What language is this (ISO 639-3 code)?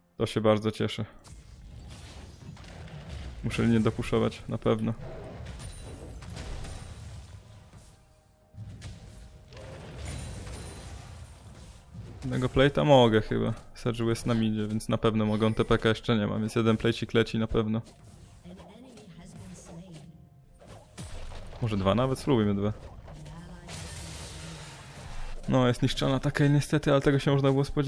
pol